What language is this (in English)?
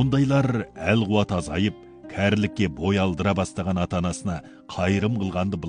Kazakh